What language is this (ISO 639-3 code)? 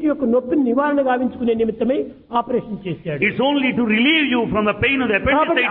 tel